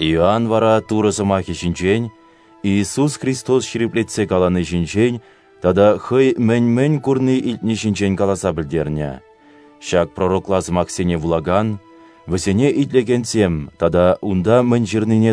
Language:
Chuvash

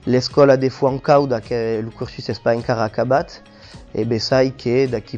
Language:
Occitan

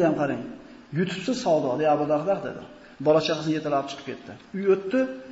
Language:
Uzbek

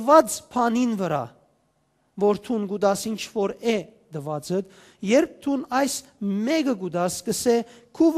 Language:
Western Armenian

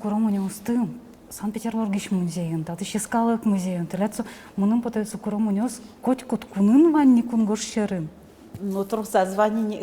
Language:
Udmurt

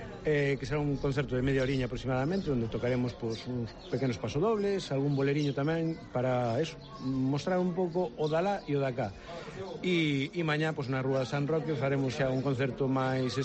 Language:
Galician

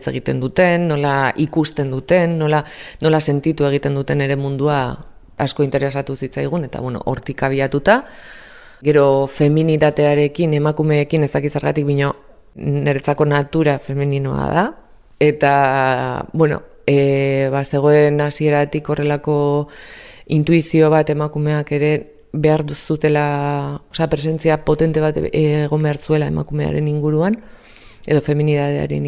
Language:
Basque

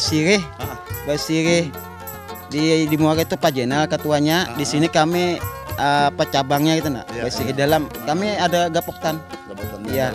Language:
Banjar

